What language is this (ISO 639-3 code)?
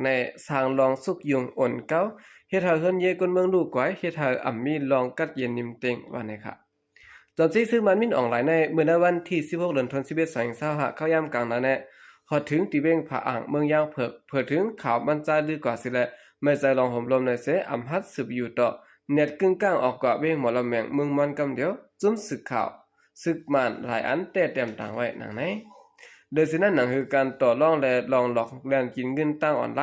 shn